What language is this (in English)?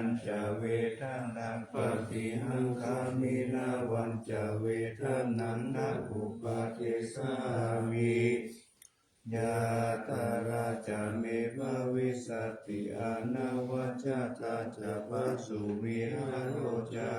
Pali